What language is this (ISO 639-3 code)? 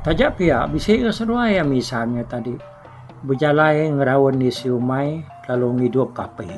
iba